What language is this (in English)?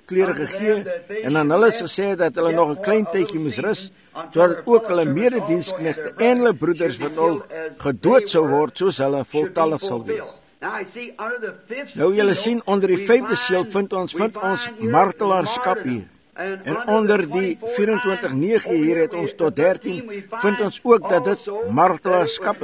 Afrikaans